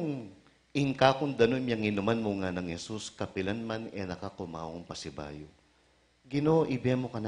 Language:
Pampanga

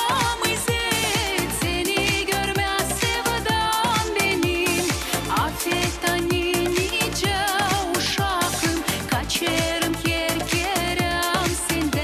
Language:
Gagauz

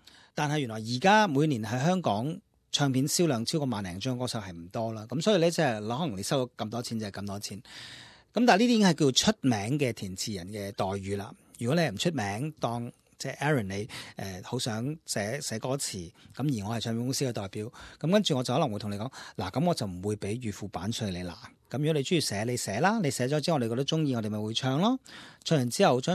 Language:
Cantonese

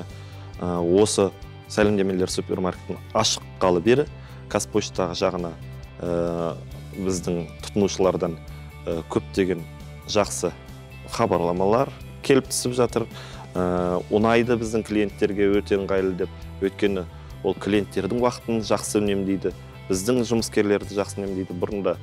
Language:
Kazakh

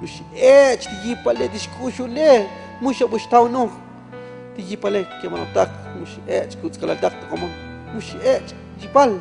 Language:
Tzotzil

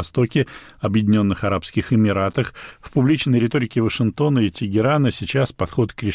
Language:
Russian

